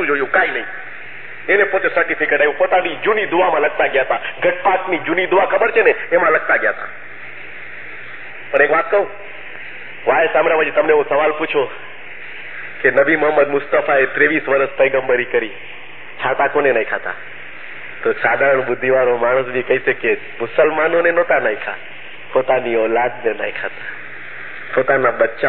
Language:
Gujarati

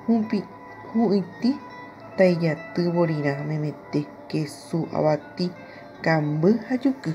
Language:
Guarani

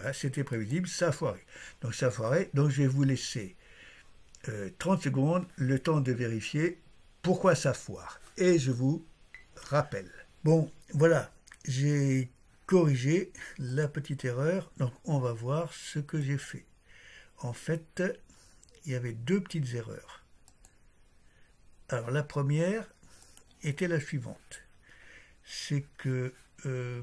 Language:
French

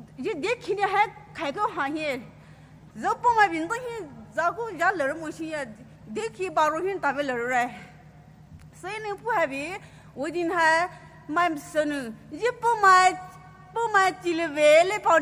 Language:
Poumei Naga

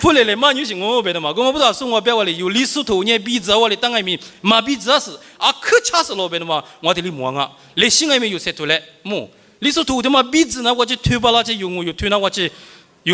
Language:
Lisu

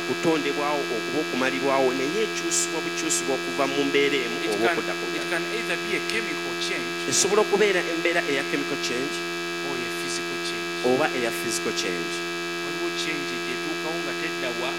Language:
Ganda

